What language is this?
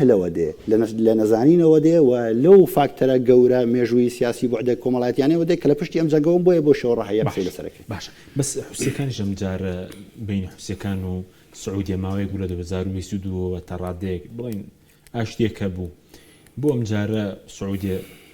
Central Kurdish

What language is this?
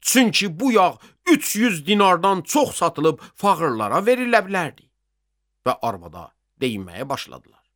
Azerbaijani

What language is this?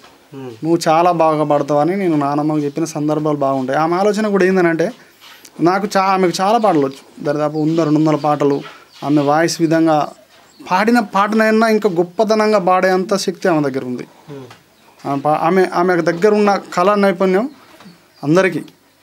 Telugu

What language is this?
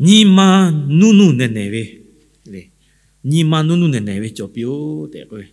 Lahu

